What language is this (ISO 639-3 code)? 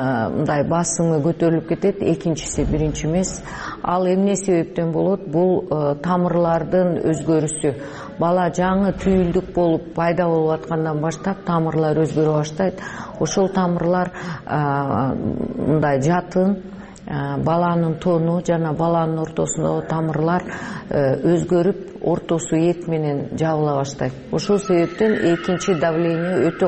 kir